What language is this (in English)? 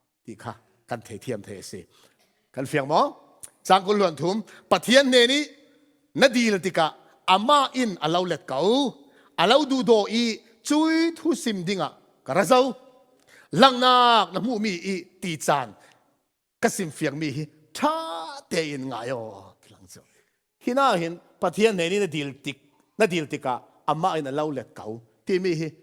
Falam Chin